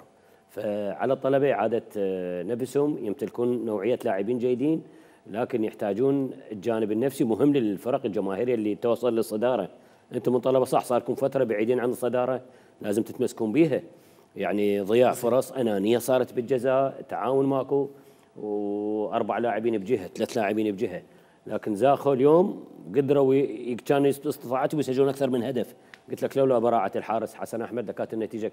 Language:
Mesopotamian Arabic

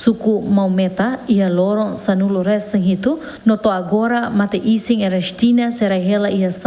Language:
Tetum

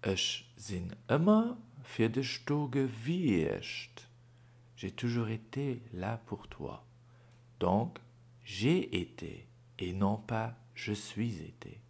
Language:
Luxembourgish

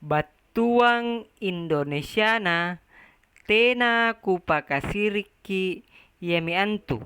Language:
Makasar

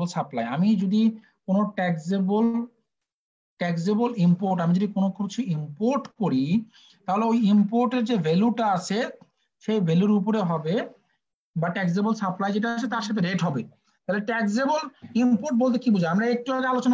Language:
Bangla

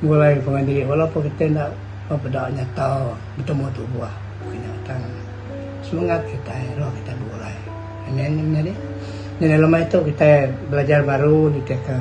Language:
Iban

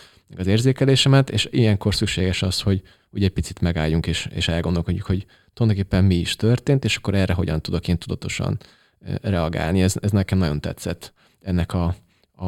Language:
Hungarian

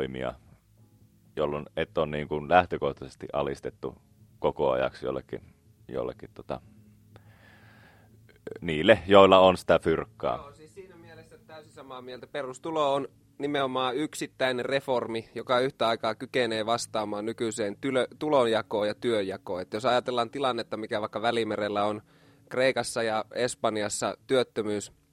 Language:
Finnish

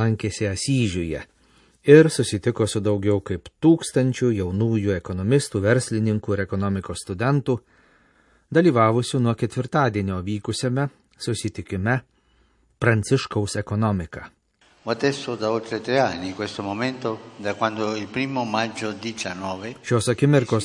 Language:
Lithuanian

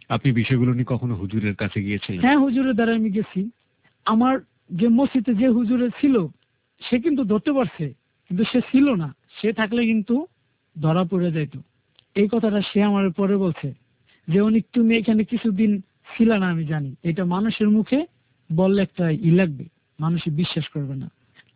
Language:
Bangla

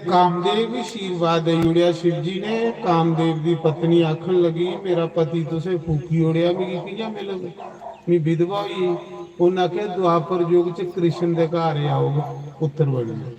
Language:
Dogri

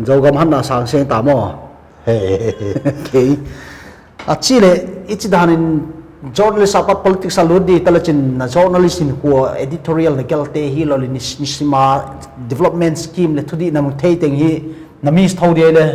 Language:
Paite Chin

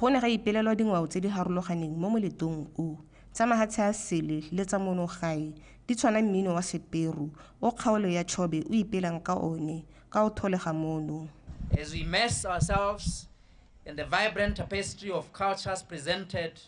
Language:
Tswana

